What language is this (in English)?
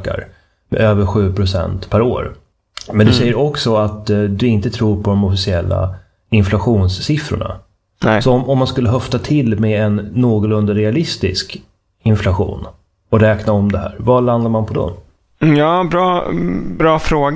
Swedish